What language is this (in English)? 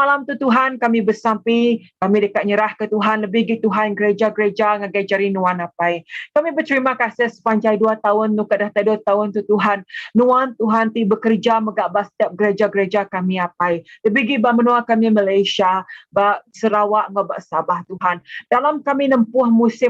Iban